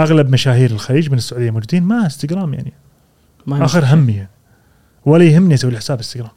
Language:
Gulf Arabic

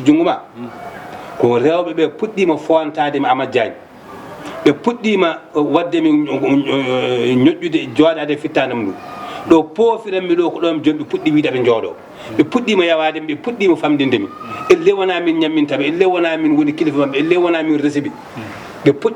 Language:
Fula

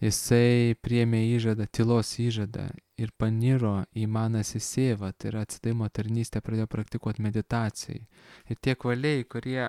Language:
Lithuanian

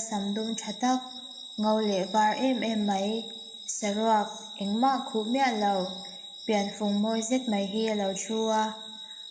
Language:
Mizo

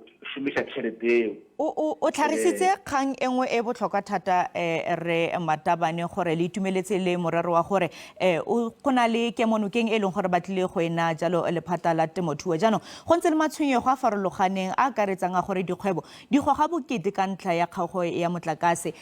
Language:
Tswana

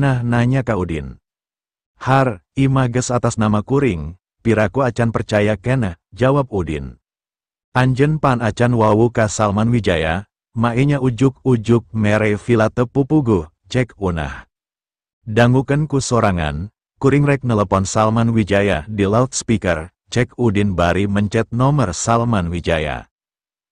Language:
Sundanese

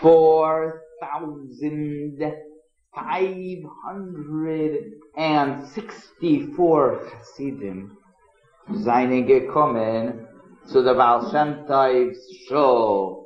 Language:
Yiddish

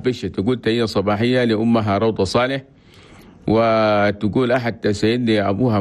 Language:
Chadian Arabic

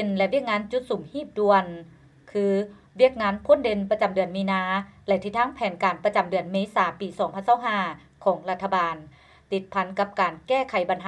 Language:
Lao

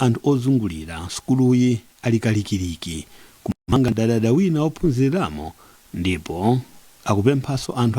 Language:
Nyanja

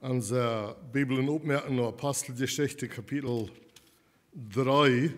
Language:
Plautdietsch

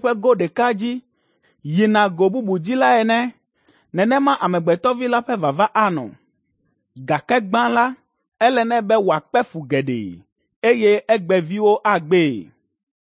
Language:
Ewe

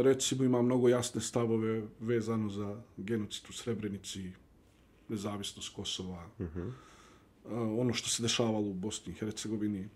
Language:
Bosnian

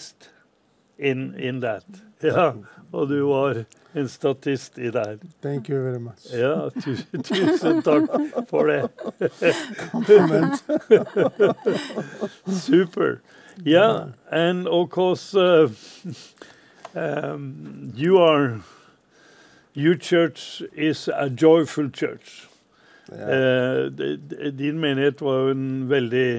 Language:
Norwegian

